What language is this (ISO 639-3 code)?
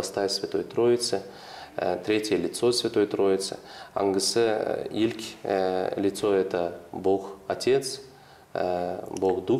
gag